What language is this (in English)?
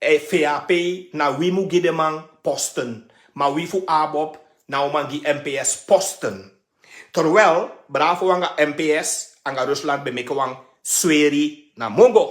Sranan Tongo